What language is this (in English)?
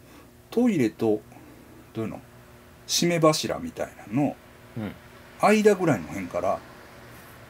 Japanese